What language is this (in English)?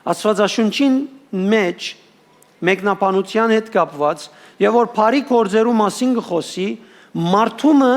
Western Armenian